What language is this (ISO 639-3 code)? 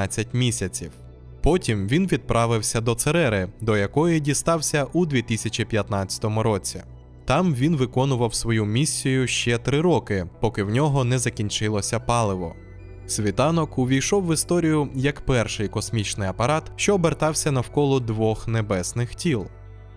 ukr